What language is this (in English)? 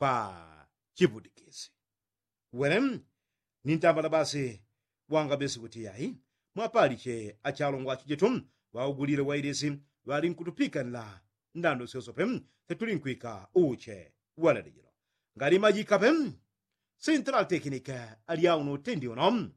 Yao